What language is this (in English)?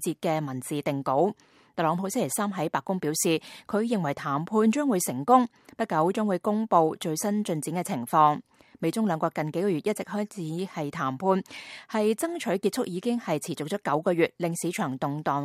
Cantonese